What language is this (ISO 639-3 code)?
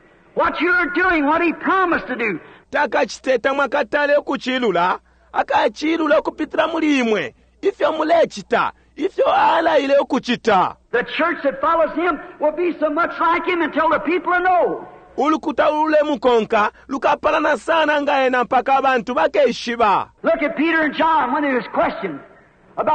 bem